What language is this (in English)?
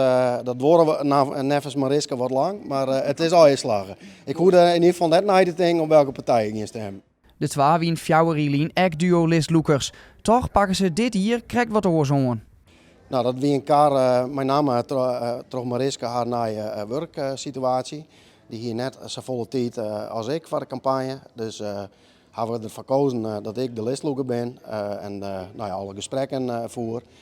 Western Frisian